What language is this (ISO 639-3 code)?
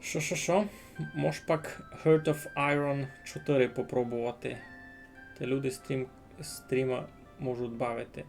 rue